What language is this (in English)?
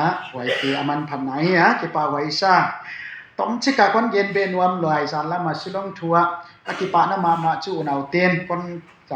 Tedim Chin